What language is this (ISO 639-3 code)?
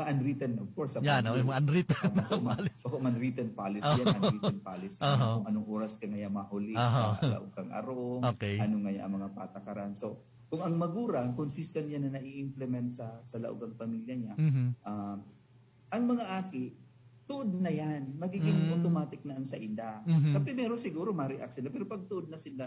bik